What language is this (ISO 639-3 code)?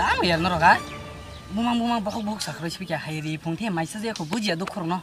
trp